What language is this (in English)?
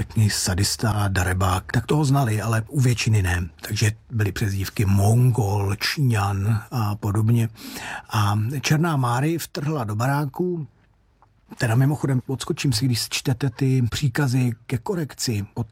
Czech